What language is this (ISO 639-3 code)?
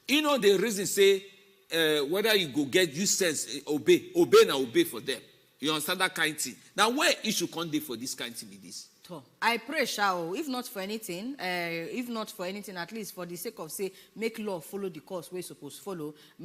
pcm